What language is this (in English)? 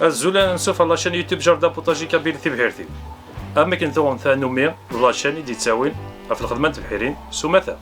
Kabyle